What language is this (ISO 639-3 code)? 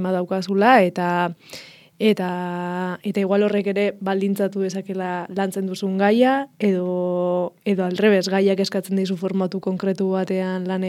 eus